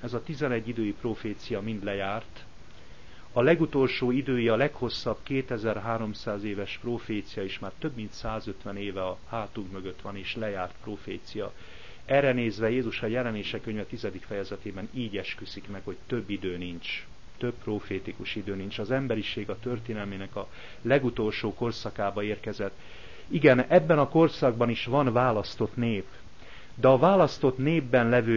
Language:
Hungarian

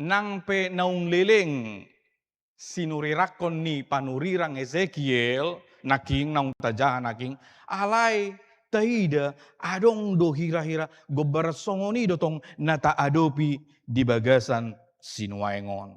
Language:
Batak Toba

